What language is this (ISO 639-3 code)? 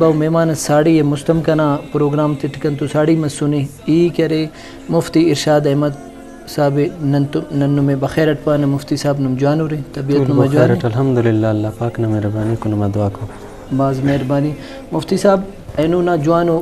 brh